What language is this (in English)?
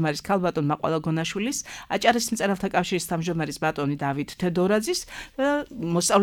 Georgian